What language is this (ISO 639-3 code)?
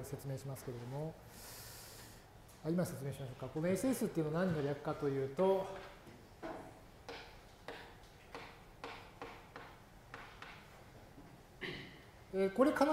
jpn